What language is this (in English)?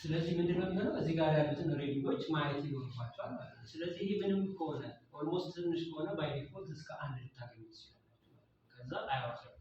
Amharic